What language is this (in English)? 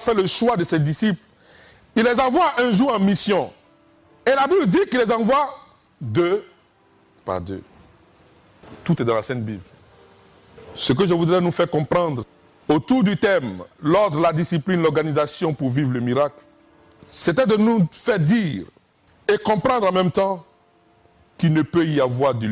French